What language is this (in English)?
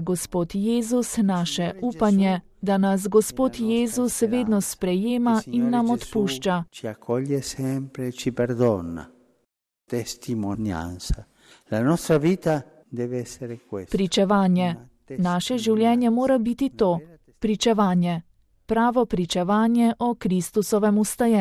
Slovenian